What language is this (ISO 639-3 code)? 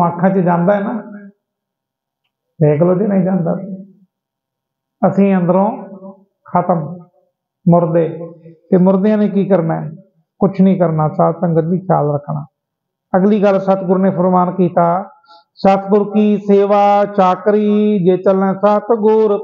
pan